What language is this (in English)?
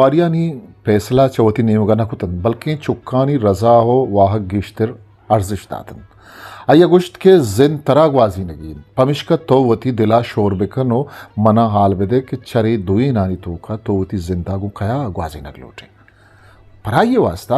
Eastern Balochi